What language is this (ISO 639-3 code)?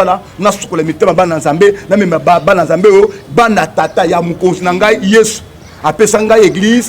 lin